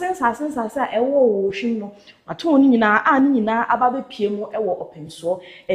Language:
Akan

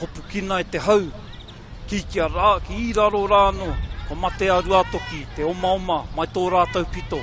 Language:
Māori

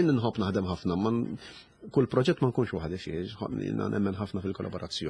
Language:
Maltese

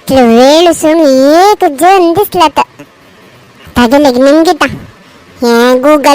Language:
Konkani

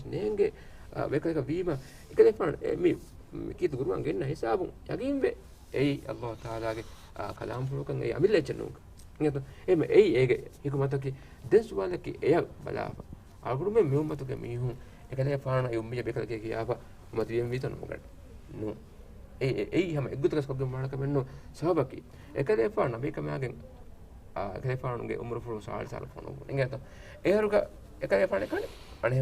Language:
Divehi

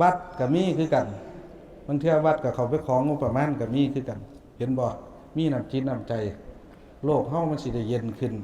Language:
Northeastern Thai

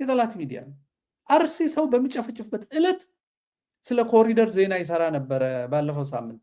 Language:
Amharic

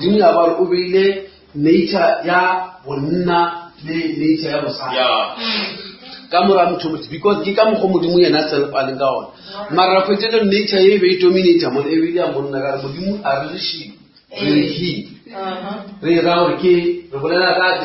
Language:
Northern Sotho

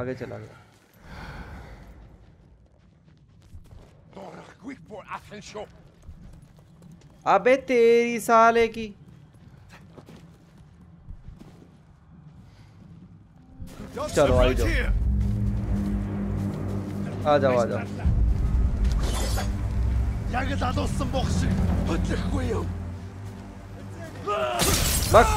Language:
Hindi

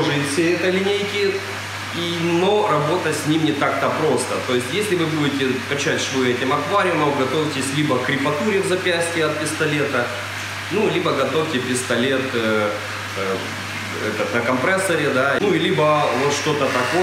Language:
Russian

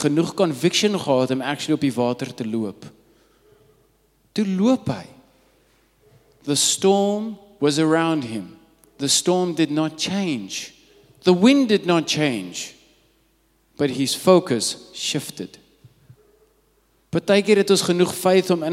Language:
Afrikaans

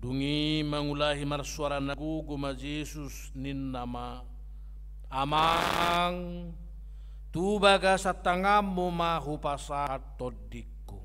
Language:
Batak Toba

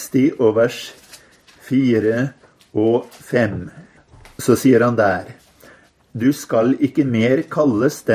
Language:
Norwegian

